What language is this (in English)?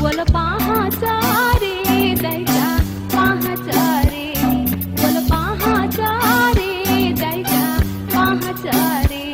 Newari